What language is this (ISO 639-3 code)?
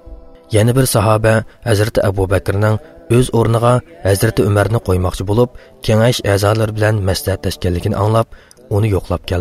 uig